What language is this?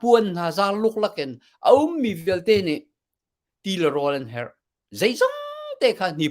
Hakha Chin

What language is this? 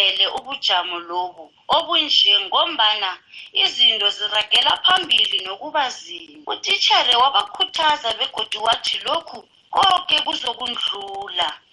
South Ndebele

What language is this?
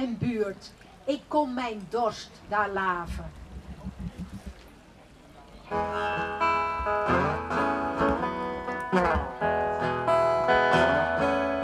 Dutch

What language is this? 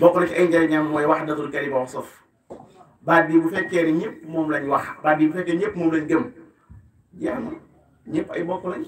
Wolof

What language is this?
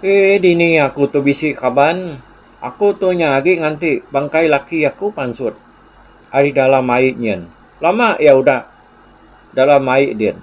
Iban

